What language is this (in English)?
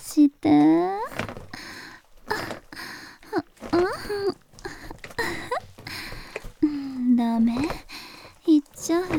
Japanese